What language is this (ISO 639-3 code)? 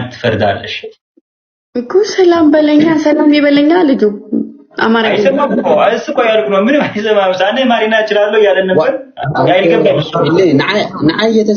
amh